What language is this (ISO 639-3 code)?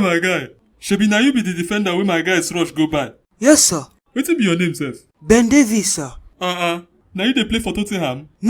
pcm